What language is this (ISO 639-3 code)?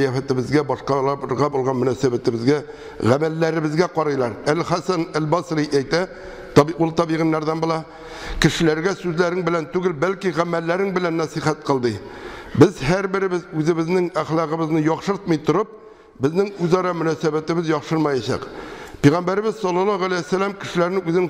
tat